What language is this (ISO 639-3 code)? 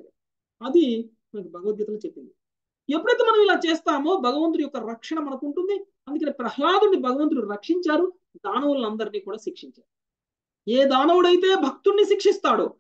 tel